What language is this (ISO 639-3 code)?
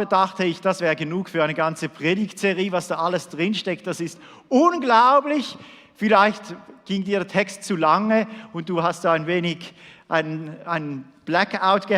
gsw